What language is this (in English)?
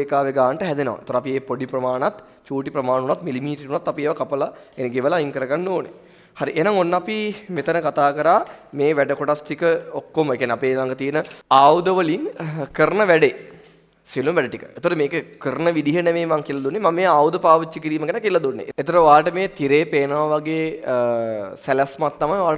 Sinhala